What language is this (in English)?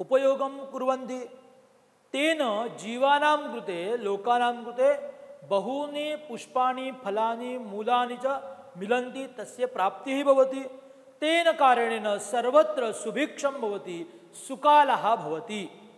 Sanskrit